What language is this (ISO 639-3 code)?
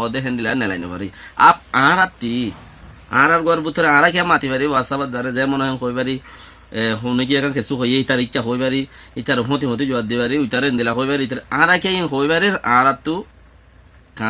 rhg